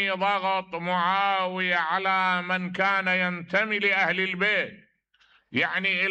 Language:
Mesopotamian Arabic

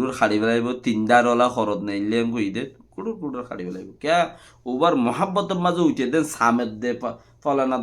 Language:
Rohingya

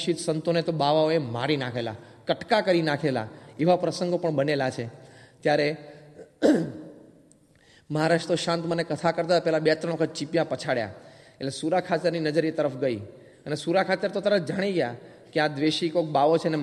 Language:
Gujarati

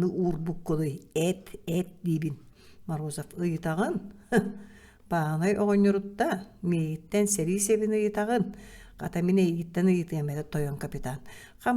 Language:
Yakut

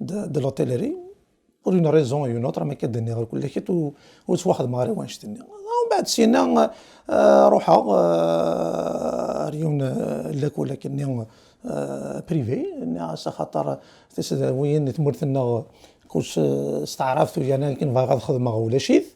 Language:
Kabyle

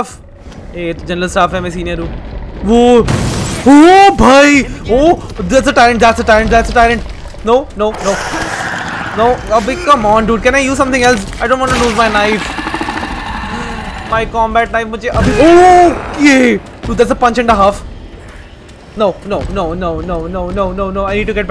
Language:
Hindi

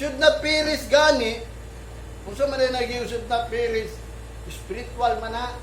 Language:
Cebuano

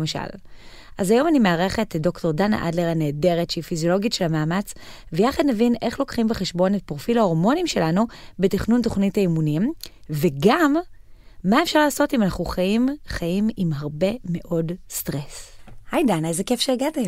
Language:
Hebrew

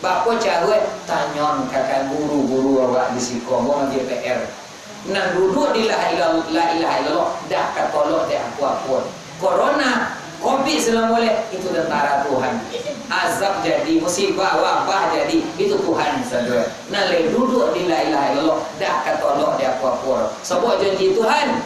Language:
Minangkabau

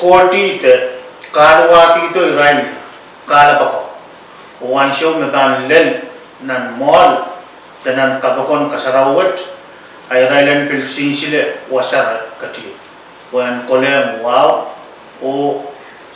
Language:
Pohnpeian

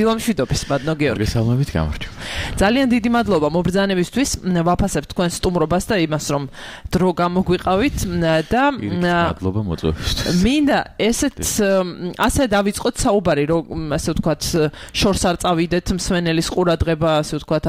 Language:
Georgian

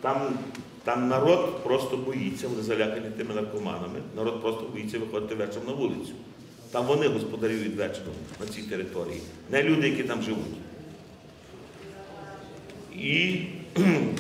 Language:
Ukrainian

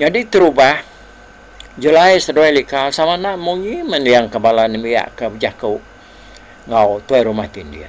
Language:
Iban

